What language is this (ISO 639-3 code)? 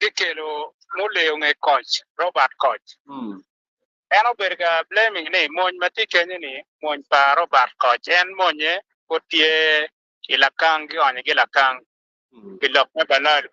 ach